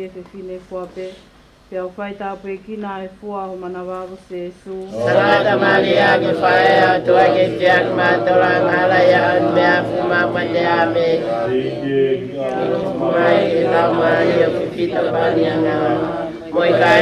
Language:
Tongan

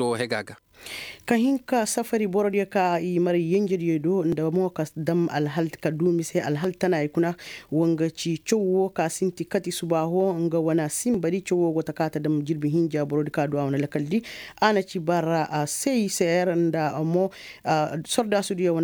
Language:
Koyraboro Senni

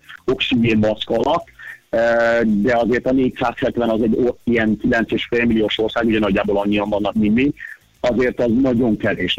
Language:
Hungarian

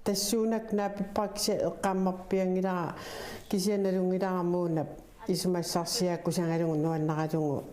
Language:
Kalaallisut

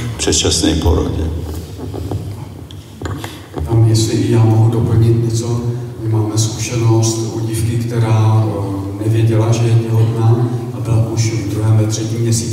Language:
Czech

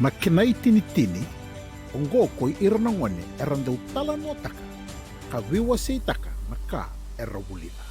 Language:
Fijian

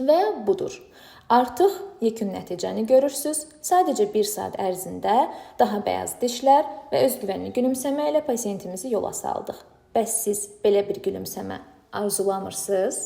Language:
Azerbaijani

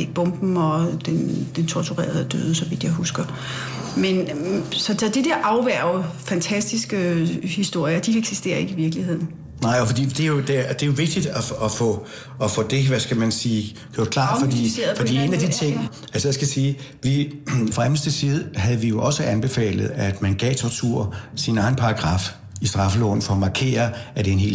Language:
Danish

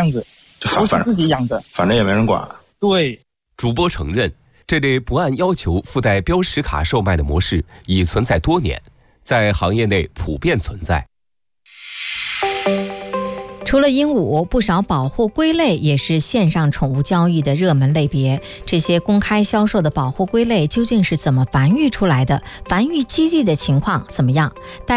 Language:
Chinese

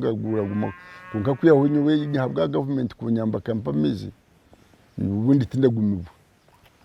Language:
Nyankole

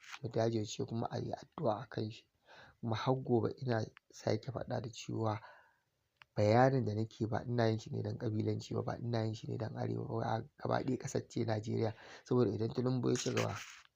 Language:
Hausa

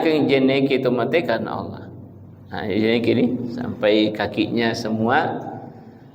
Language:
Buginese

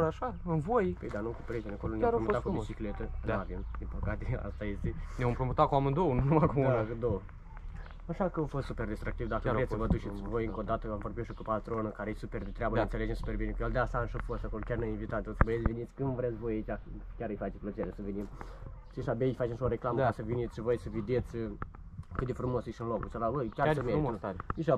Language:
Romanian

